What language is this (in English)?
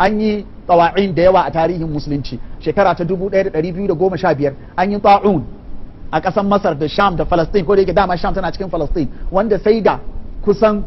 Hausa